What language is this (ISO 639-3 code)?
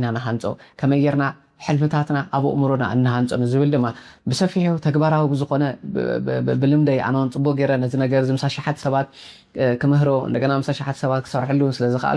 tir